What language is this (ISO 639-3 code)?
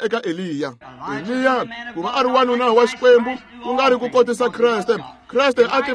tso